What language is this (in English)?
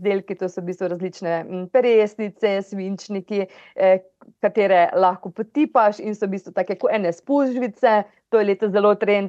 Slovenian